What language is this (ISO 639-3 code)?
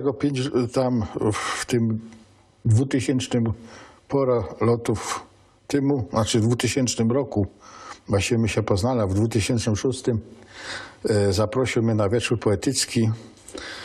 szl